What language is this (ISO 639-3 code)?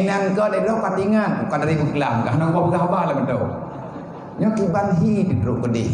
ace